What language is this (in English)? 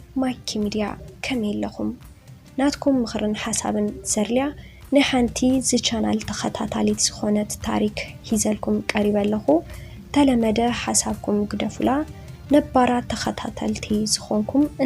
Tigrinya